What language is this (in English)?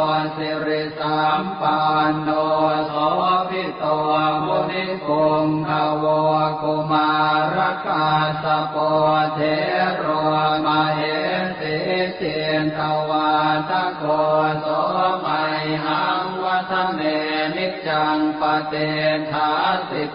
Pali